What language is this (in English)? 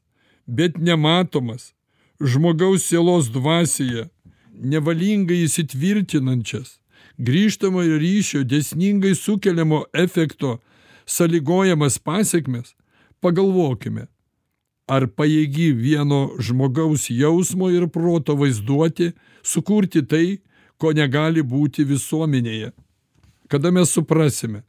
Lithuanian